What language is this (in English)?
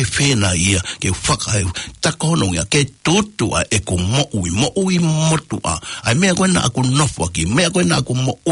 Tongan